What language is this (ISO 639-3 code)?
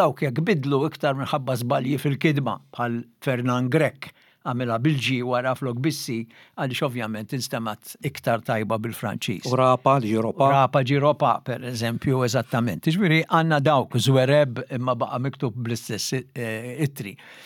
mlt